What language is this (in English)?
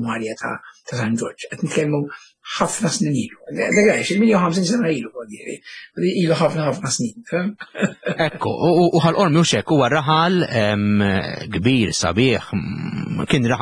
Maltese